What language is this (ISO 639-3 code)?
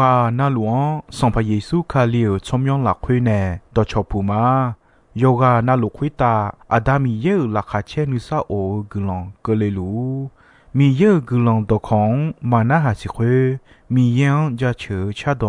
ahk